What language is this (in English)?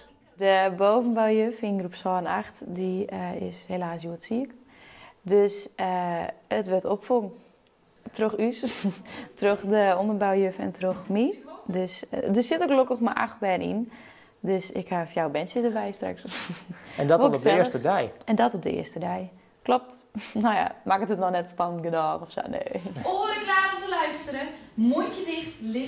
Western Frisian